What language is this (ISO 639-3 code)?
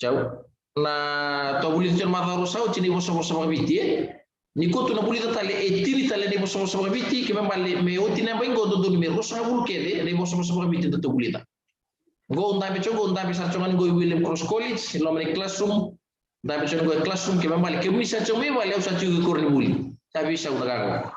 fij